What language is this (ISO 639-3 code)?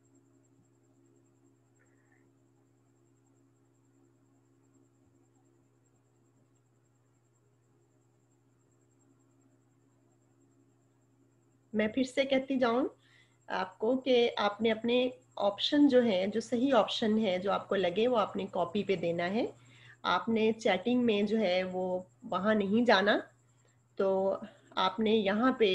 hin